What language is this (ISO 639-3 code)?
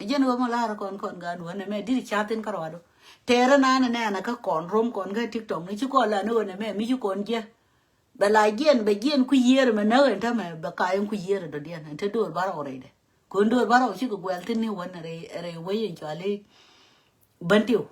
nus